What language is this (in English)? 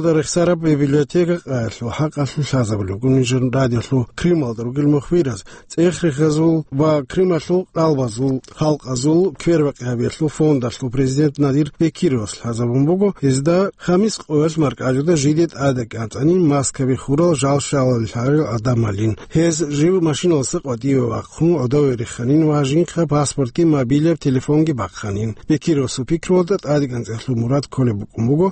Avaric